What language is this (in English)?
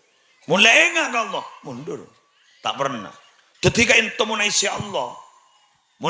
Madurese